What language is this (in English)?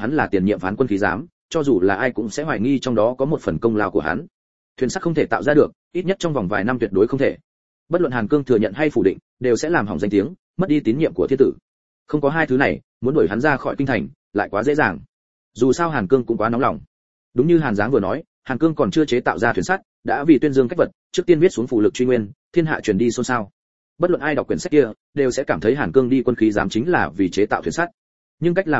Vietnamese